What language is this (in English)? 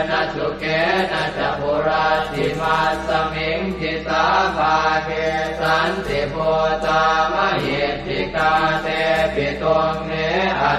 Pali